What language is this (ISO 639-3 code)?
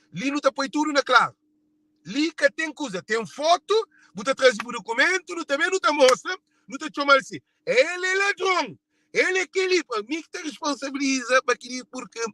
kea